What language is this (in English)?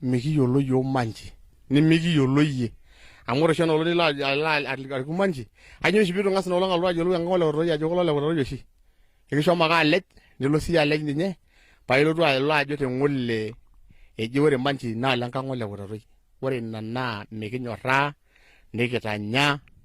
Masai